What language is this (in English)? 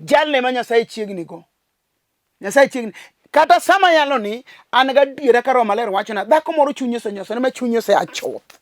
Luo (Kenya and Tanzania)